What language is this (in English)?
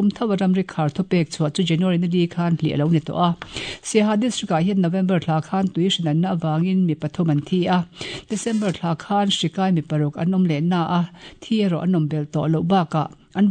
Mizo